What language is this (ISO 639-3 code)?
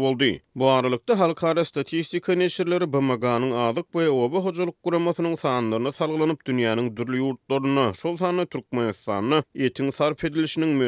tuk